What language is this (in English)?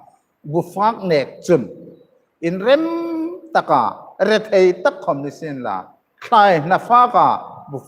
Hmar